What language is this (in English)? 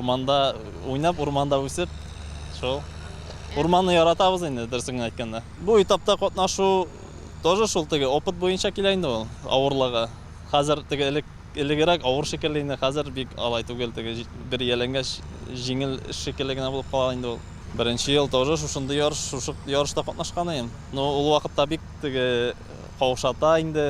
Tatar